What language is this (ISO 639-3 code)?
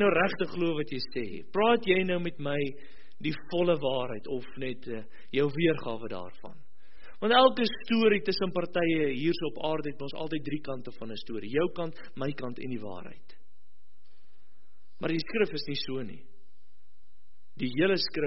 afr